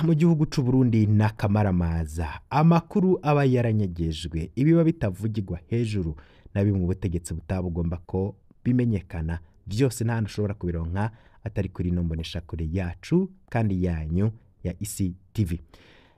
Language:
Rundi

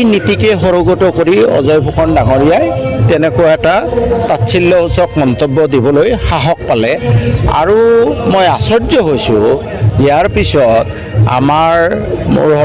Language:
Assamese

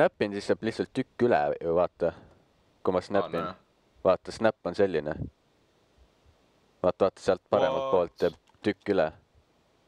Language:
Estonian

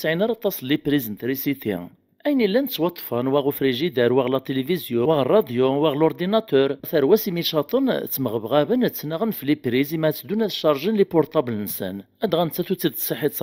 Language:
Kabyle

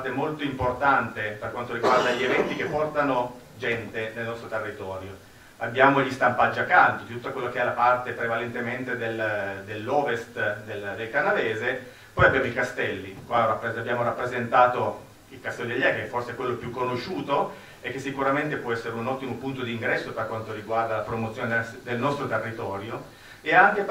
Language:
Italian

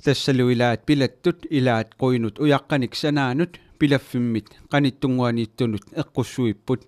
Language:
Kalaallisut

